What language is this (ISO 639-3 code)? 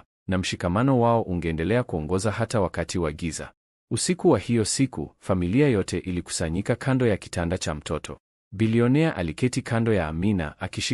swa